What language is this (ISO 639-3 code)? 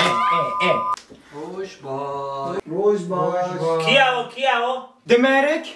kur